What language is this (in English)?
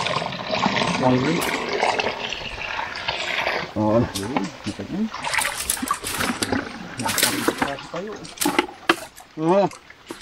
Filipino